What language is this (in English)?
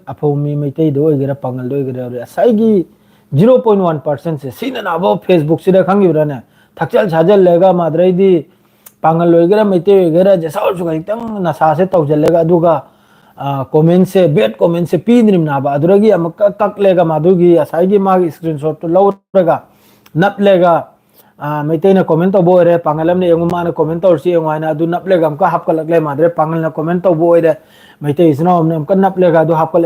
Manipuri